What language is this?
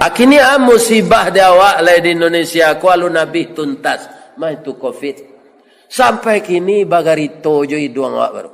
Minangkabau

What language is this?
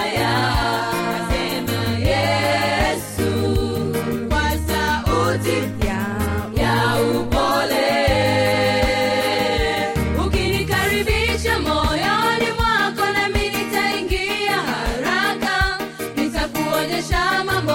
Swahili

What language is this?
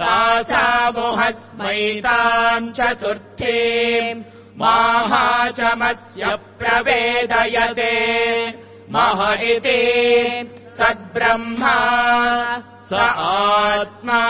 Sanskrit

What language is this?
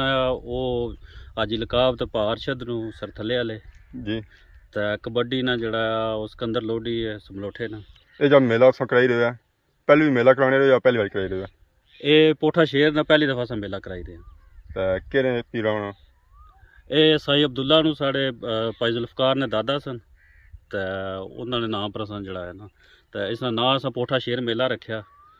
Pahari-Potwari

